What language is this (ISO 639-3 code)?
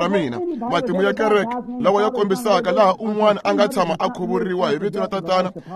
tso